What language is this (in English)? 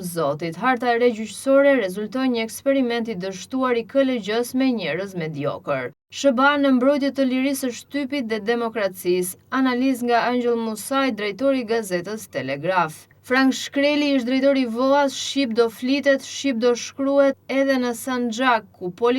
Albanian